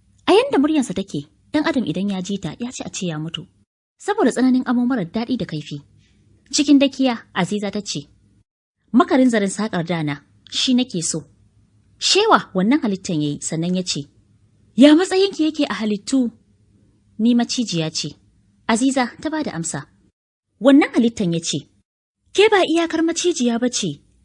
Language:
Hausa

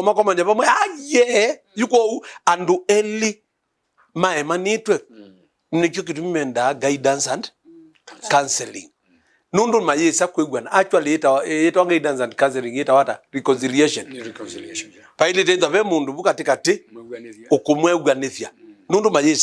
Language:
Kamba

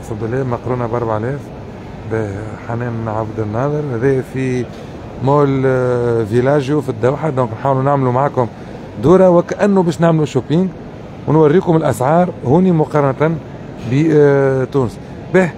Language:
Tunisian Arabic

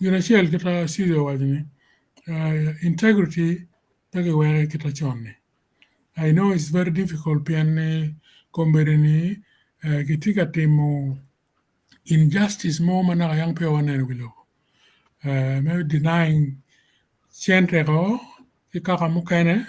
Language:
Acoli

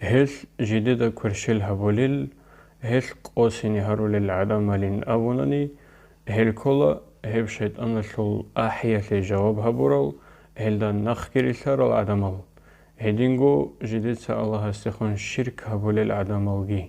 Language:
Avaric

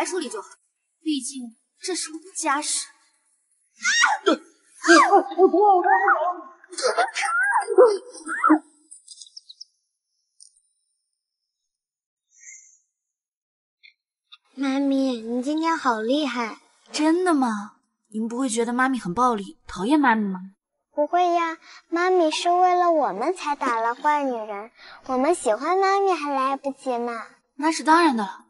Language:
Chinese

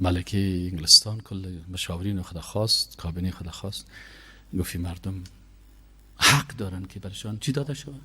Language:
Persian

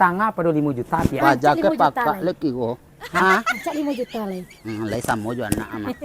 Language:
Minangkabau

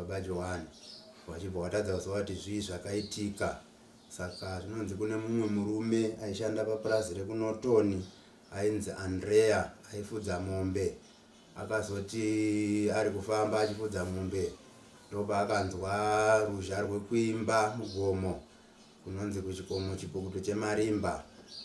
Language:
Shona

